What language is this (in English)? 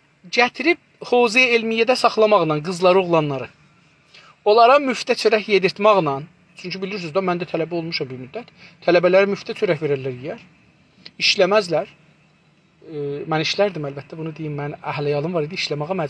South Azerbaijani